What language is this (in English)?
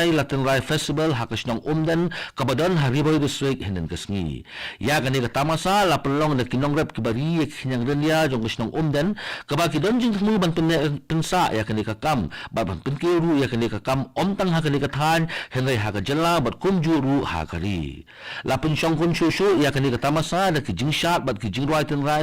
Khasi